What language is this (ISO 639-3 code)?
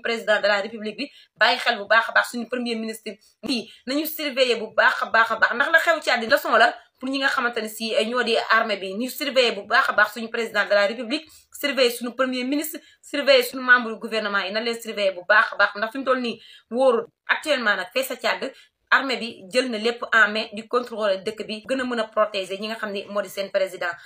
wol